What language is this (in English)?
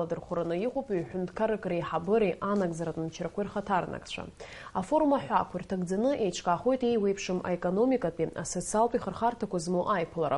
Abkhazian